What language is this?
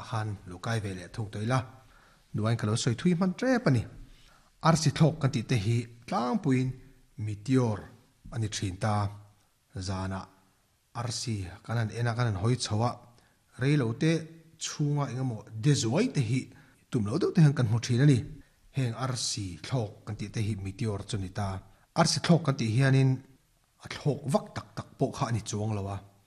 Mizo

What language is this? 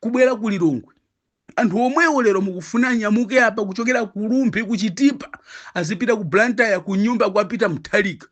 Nyanja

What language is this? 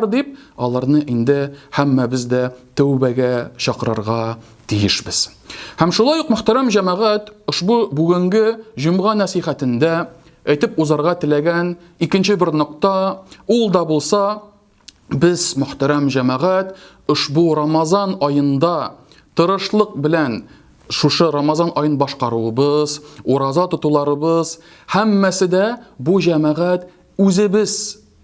Tatar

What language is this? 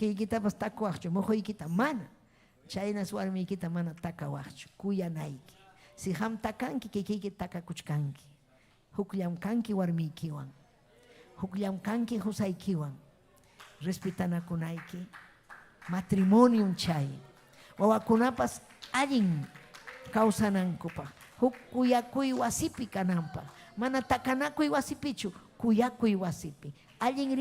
Ayacucho Quechua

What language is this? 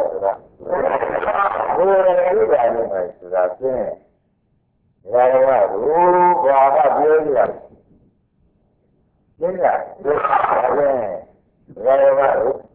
Burmese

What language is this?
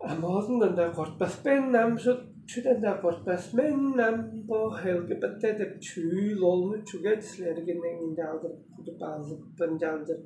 Tuvinian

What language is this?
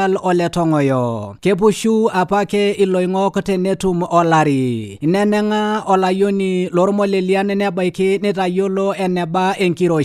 Masai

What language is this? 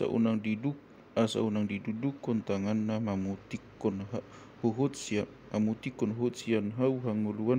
Batak Toba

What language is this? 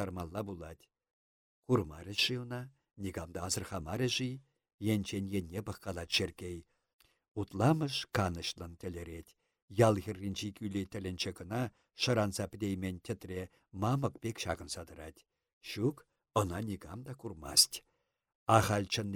Chuvash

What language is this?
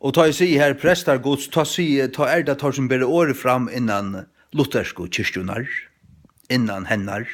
Faroese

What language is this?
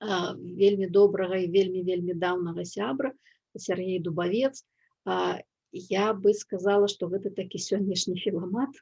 Belarusian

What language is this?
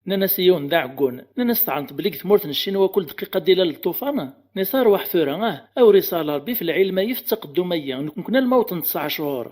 Kabyle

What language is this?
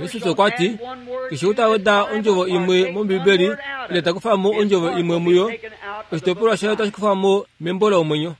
Kuanyama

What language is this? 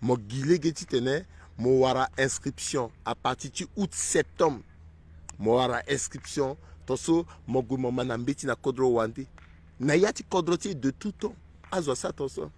Sango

